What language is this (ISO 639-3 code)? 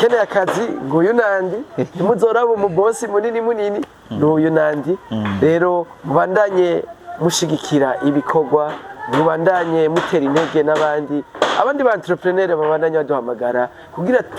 run